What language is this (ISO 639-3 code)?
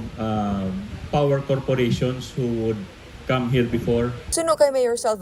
hil